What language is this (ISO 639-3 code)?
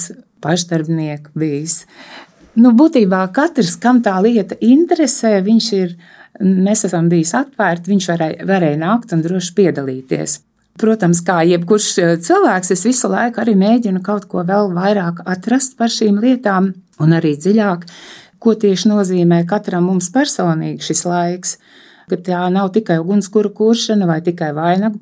lav